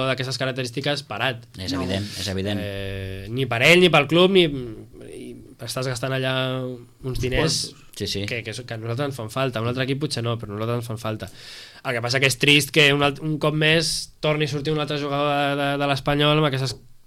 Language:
Catalan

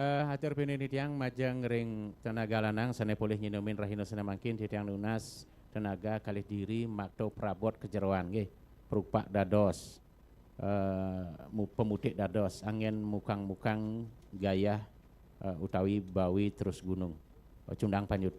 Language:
Balinese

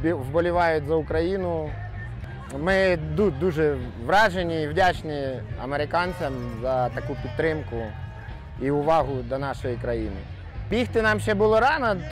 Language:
Ukrainian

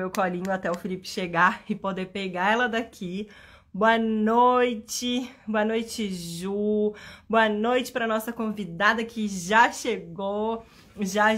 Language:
Portuguese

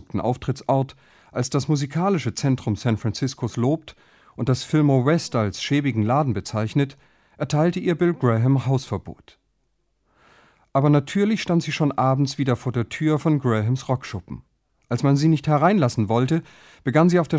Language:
German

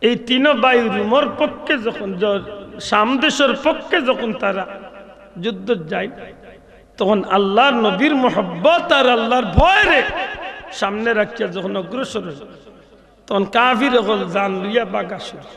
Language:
Sylheti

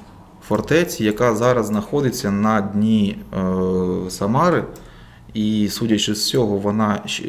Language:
Ukrainian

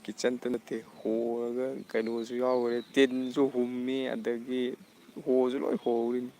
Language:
Manipuri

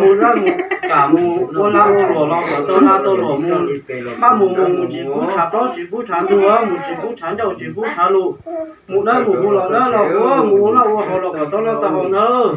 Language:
Hmong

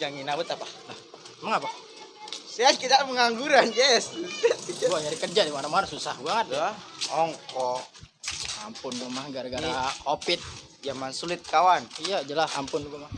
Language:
Betawi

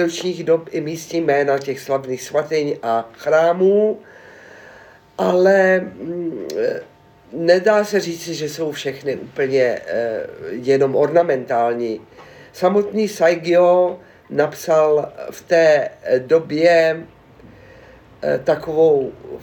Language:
Czech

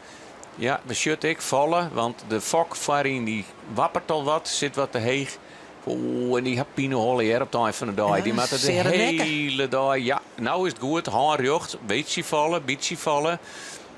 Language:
Western Frisian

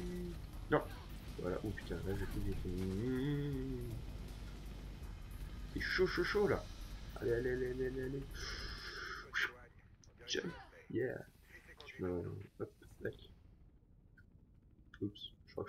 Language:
French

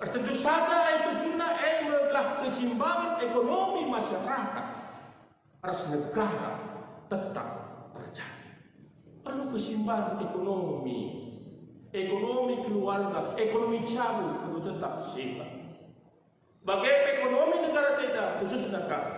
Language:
Batak Karo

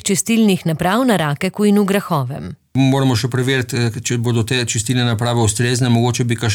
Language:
Slovenian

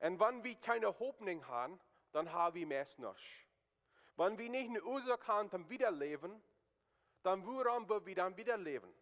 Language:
Plautdietsch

